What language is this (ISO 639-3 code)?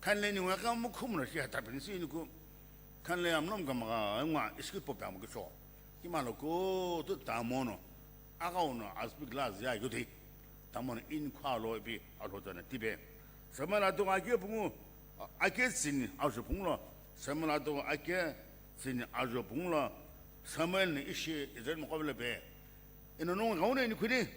nsm